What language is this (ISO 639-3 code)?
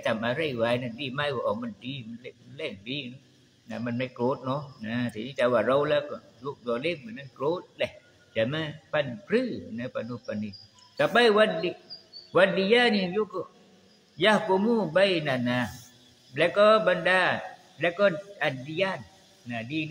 tha